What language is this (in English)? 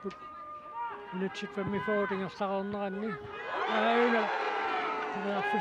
Kalaallisut